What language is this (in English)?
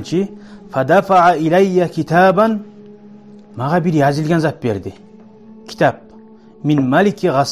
Kumyk